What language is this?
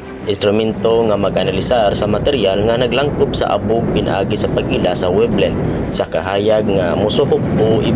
Cebuano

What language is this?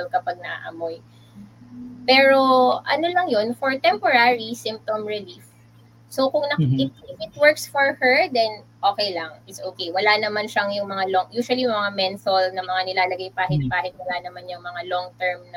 Filipino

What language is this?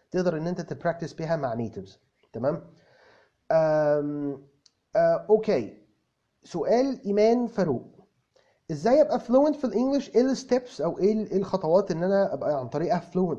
Egyptian Arabic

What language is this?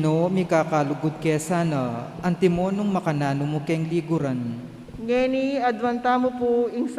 Pampanga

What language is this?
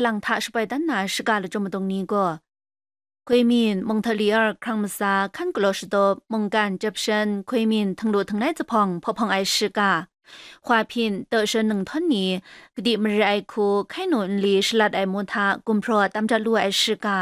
Kachin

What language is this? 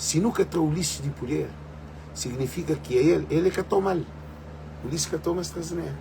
Kabuverdianu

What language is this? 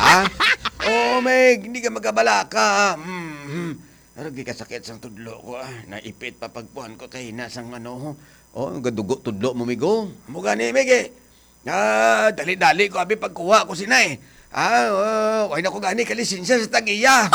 Hiligaynon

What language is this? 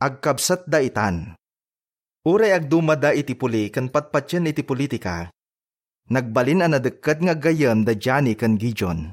Iloko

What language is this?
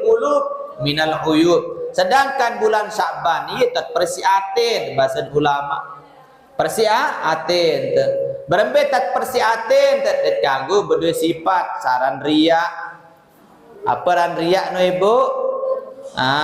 Sasak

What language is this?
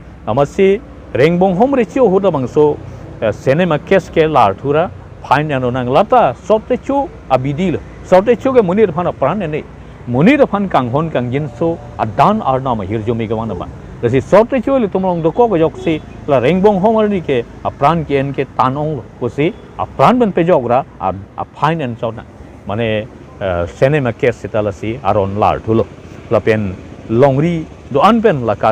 Karbi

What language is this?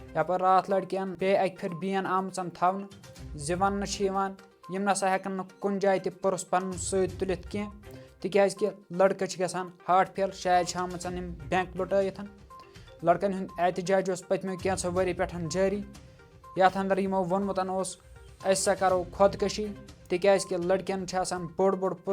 Kashmiri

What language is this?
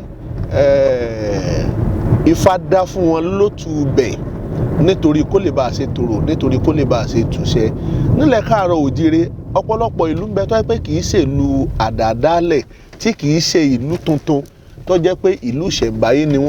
Yoruba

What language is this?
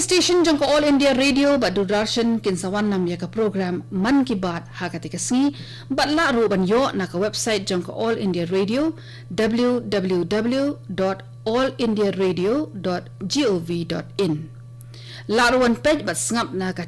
Khasi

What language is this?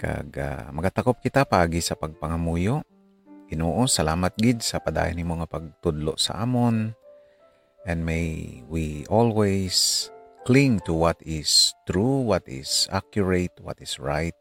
Hiligaynon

